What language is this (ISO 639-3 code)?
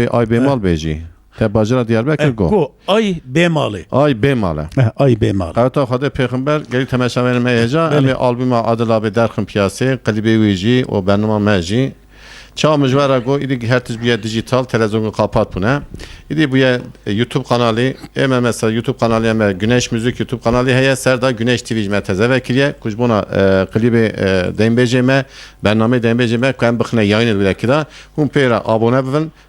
kur